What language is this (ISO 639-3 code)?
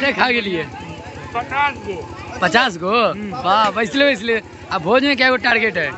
mai